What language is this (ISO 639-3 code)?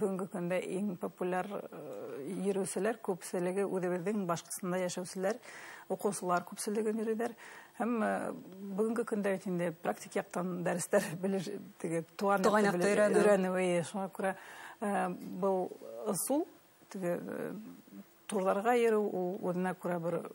bak